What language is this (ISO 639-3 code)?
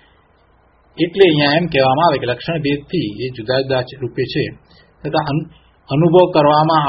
guj